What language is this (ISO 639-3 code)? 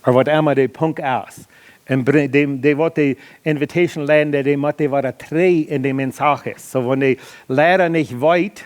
pdt